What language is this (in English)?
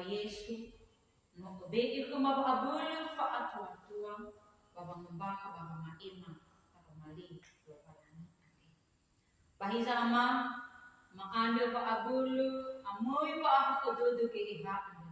Nias